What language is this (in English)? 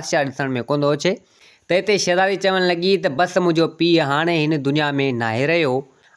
Sindhi